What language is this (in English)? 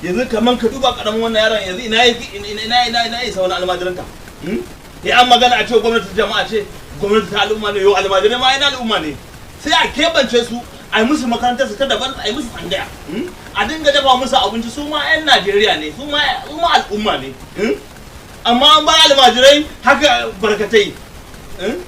Hausa